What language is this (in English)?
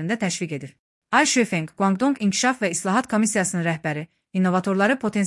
Azerbaijani